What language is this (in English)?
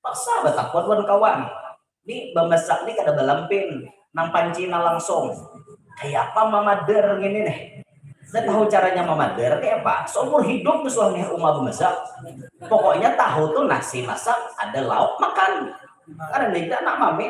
Banjar